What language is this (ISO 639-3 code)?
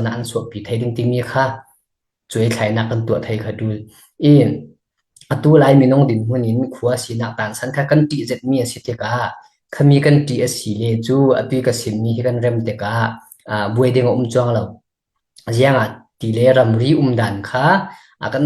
cfm